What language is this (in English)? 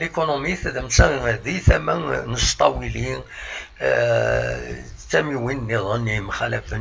Kabyle